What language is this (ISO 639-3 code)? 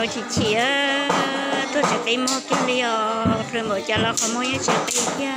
hmn